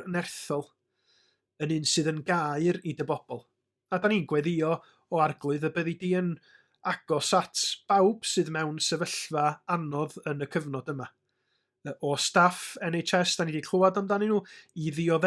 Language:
Welsh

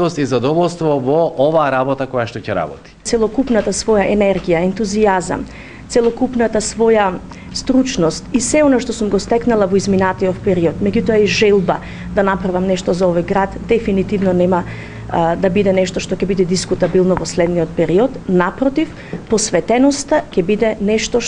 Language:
Macedonian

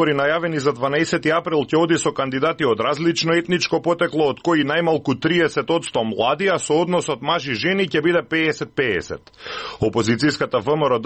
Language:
Macedonian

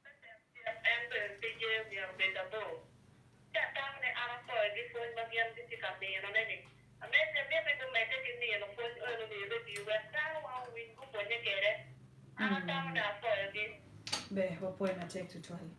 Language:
Acoli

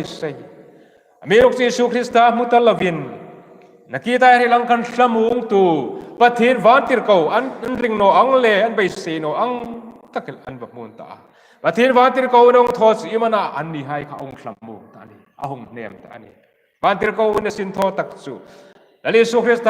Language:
Hmar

